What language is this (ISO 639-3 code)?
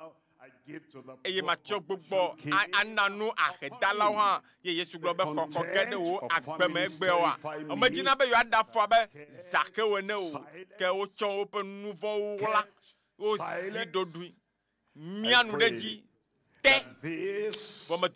ewe